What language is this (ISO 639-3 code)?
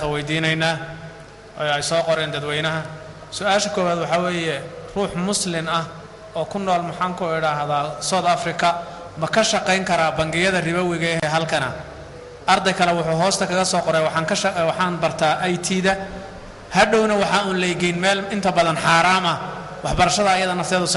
som